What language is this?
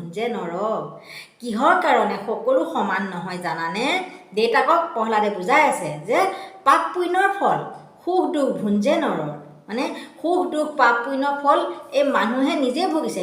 Assamese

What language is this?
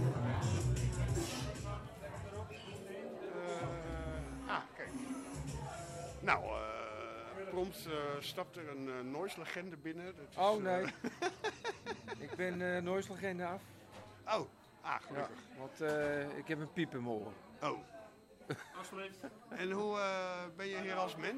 Dutch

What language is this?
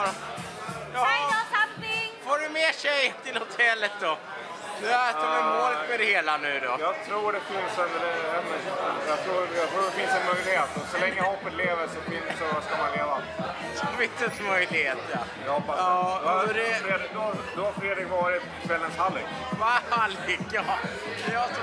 Swedish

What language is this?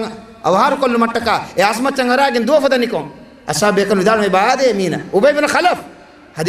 Divehi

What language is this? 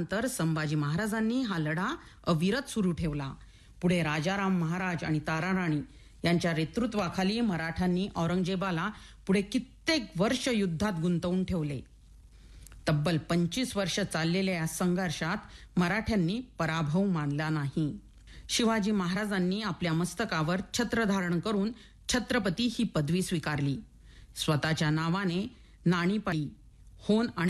Marathi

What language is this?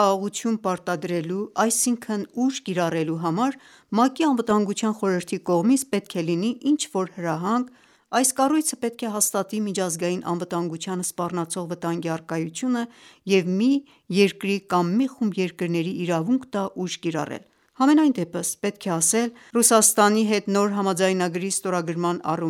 Armenian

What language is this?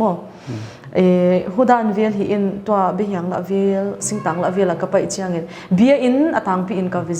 Paite Chin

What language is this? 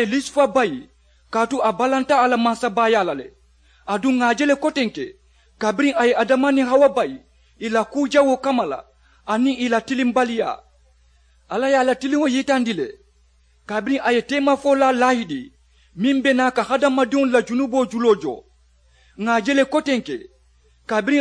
Mandingo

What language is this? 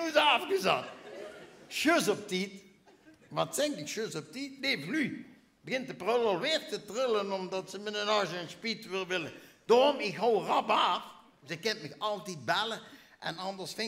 Limburgish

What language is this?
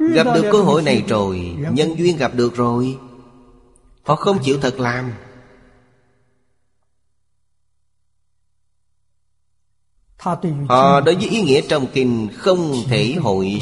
Vietnamese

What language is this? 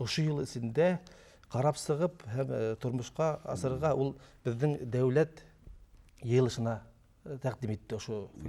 Bashkir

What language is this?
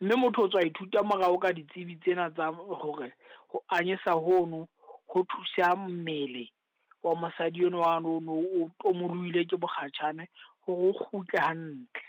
Southern Sotho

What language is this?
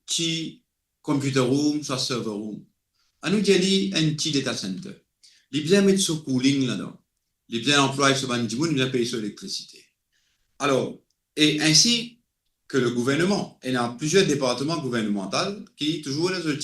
Morisyen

